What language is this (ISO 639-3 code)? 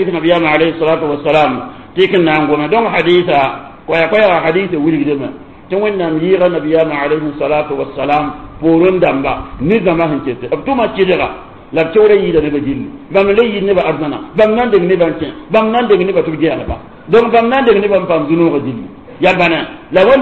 mos